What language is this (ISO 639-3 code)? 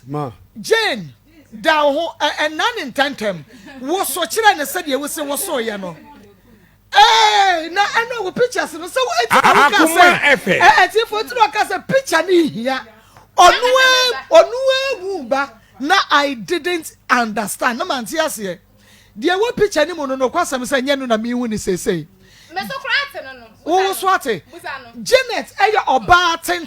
aka